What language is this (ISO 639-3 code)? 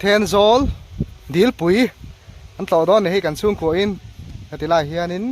lus